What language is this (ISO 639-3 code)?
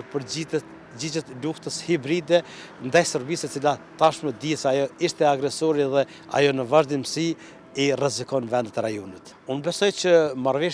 sqi